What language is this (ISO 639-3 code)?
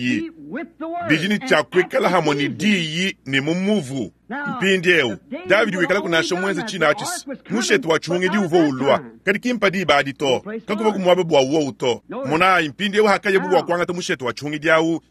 lua